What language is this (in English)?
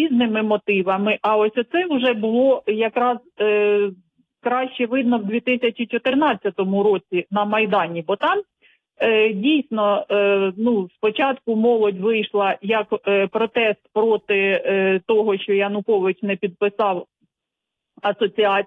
Ukrainian